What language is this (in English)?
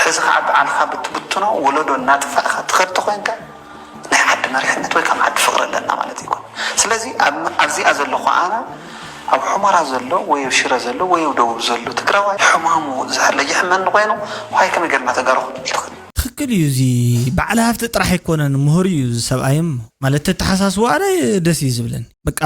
Tigrinya